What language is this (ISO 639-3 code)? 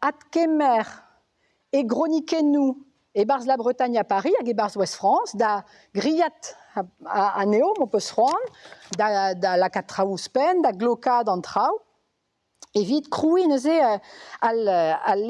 bre